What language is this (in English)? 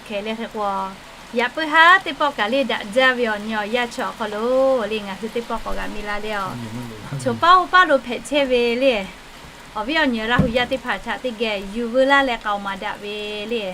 Lahu